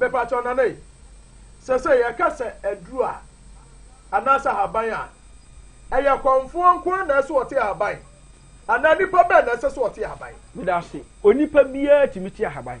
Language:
Akan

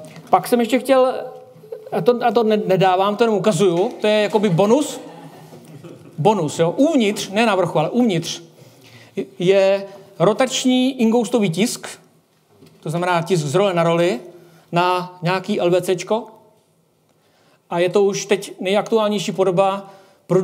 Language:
Czech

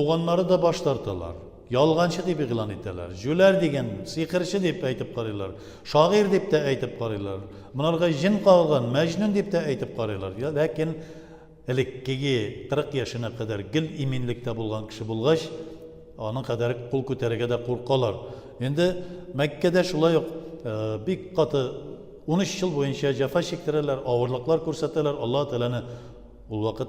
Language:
Tatar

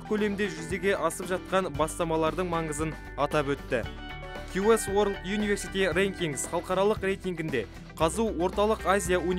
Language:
Kazakh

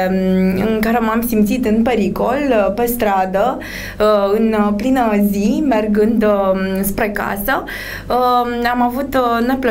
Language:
Romanian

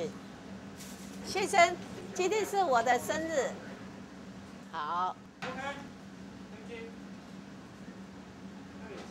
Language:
Chinese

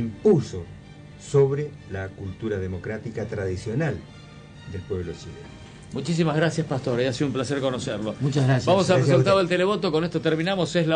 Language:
Spanish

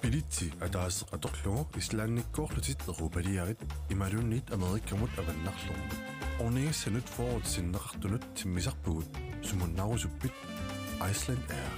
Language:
Kalaallisut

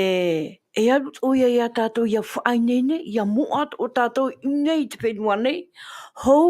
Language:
Tahitian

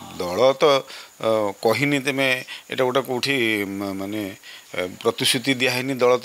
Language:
Odia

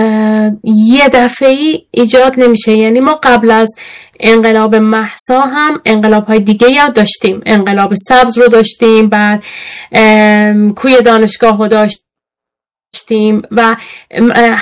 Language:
Persian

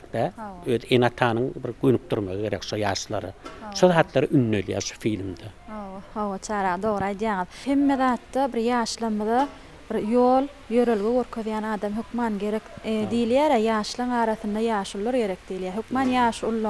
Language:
Turkmen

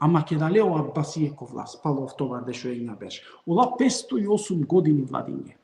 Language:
Balkan Romani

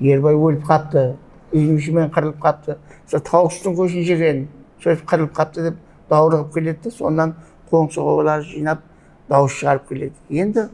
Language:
Kara-Kalpak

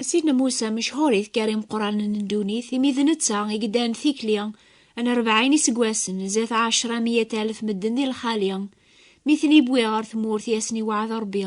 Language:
Kabyle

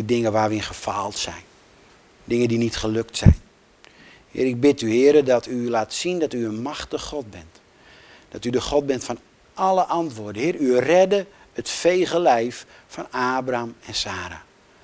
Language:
Dutch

